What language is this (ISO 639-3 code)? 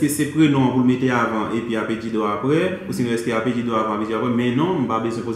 hat